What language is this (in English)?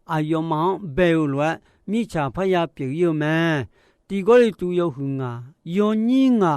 Akha